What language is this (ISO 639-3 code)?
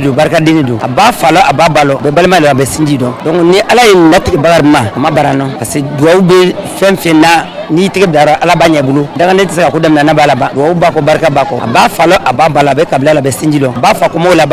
bam